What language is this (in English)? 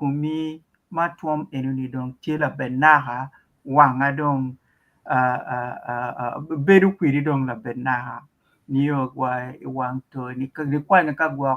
Acoli